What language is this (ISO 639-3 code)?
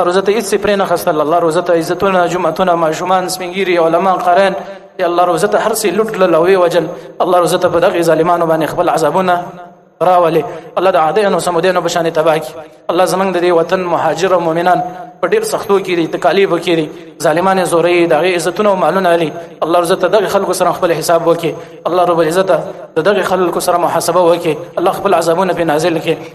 pus